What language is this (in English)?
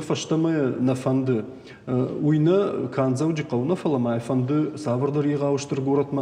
Ossetic